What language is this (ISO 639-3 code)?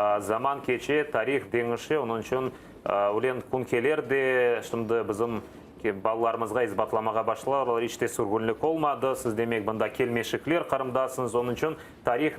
crh